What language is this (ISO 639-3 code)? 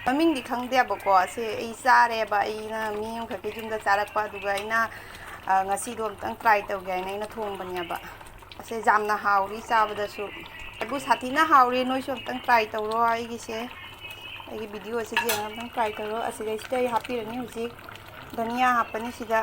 mni